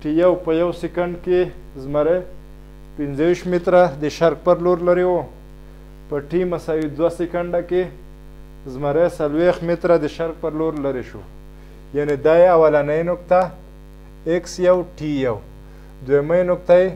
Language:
Pashto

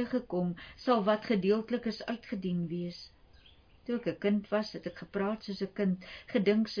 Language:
Afrikaans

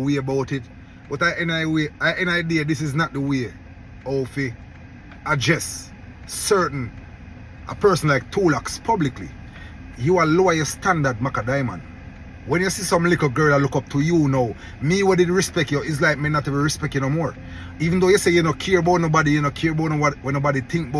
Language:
Jamaican Creole English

